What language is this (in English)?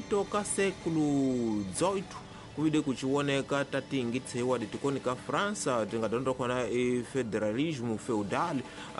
Tsonga